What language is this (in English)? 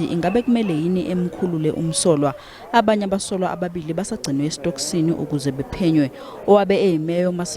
Zulu